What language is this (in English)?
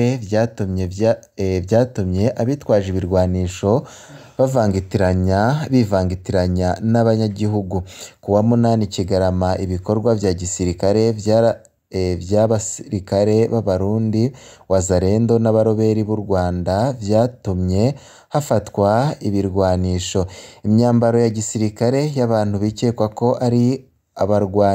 Rundi